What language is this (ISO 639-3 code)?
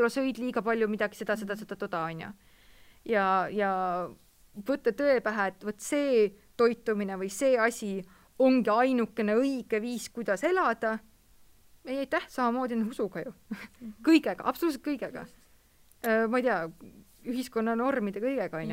est